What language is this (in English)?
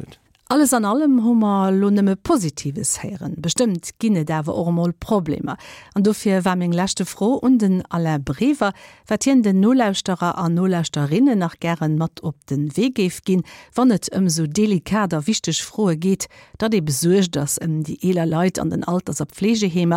Luxembourgish